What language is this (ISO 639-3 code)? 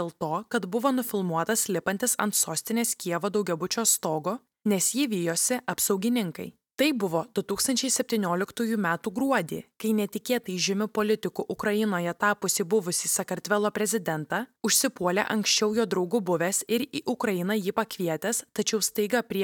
lit